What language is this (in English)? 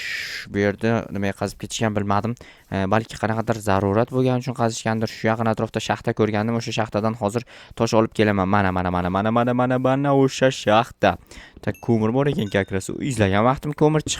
Uzbek